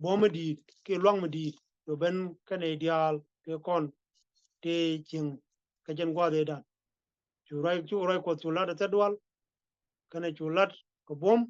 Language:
Nuer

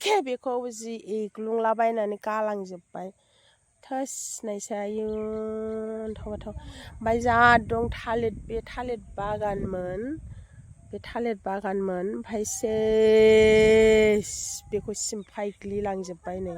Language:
Bodo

